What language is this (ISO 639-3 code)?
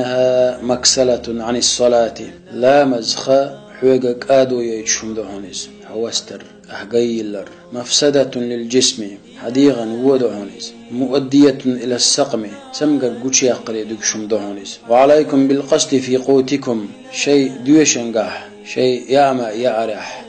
che